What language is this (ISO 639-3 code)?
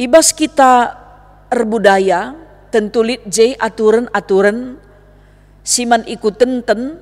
btx